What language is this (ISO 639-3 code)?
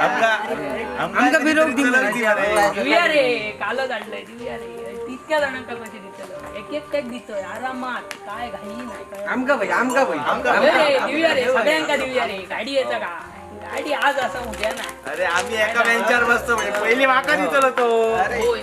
kok